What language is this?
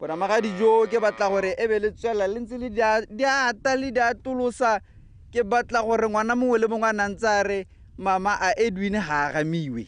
Tswana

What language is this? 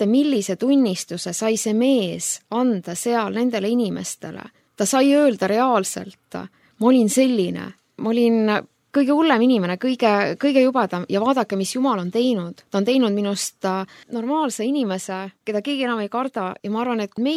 Estonian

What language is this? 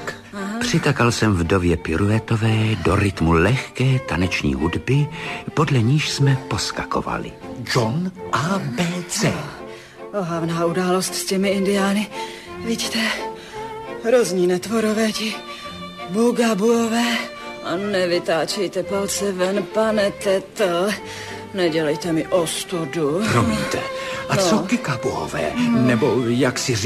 Czech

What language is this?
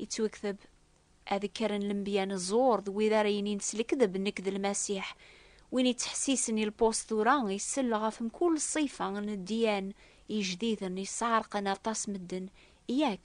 Kabyle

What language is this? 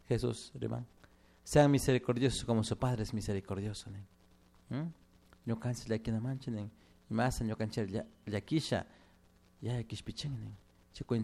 Chimborazo Highland Quichua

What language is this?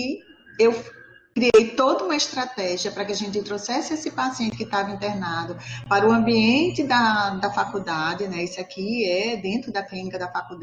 Portuguese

